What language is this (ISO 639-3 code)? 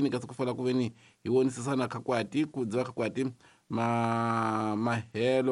tso